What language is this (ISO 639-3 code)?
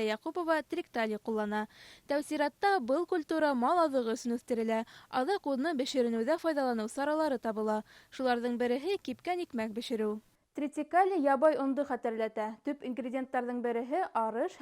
bak